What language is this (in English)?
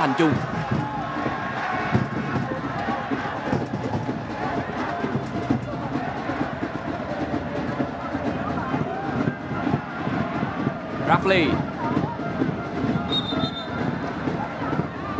Vietnamese